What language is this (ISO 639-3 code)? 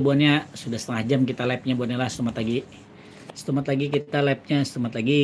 bjn